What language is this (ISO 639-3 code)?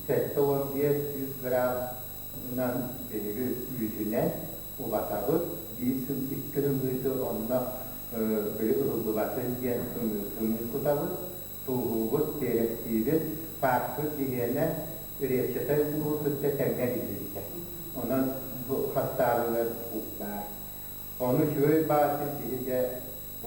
sah